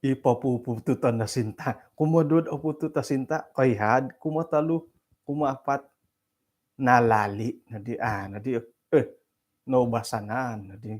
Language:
Central Dusun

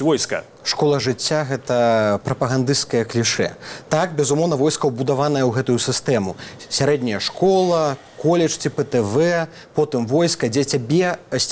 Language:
Belarusian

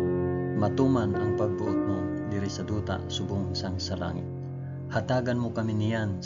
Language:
Hiligaynon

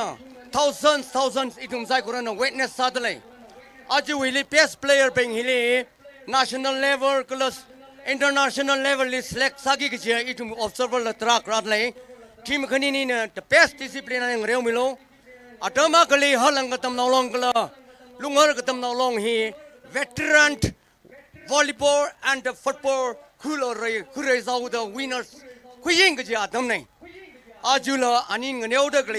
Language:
Tangkhul Naga (India)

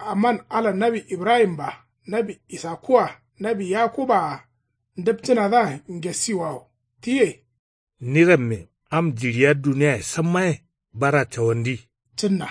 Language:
Kanuri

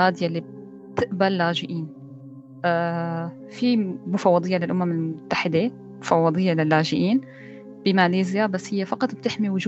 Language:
North Levantine Arabic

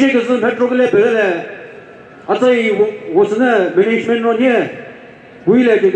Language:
Chokri Naga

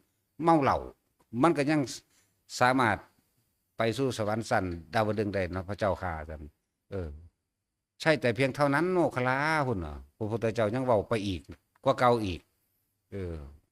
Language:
Northeastern Thai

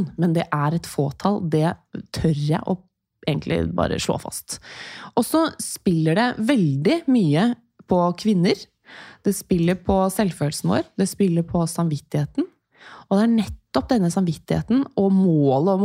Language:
Norwegian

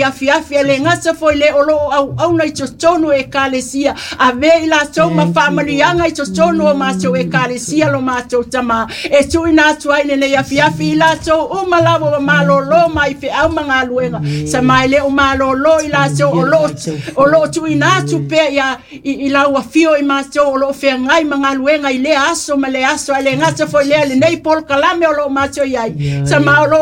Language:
Samoan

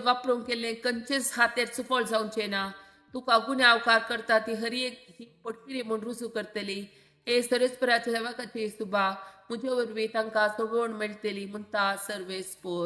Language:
Konkani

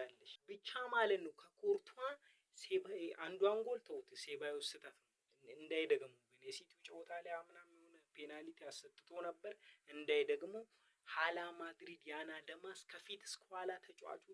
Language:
Amharic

